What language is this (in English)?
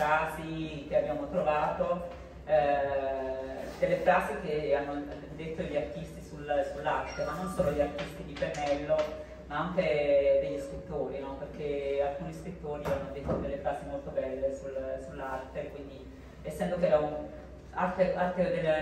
Italian